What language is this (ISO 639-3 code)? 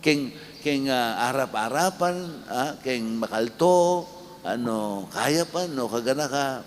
pam